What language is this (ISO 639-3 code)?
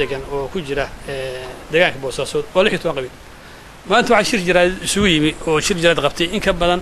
som